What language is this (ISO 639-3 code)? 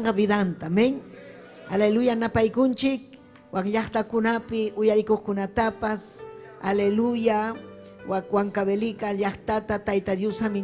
quy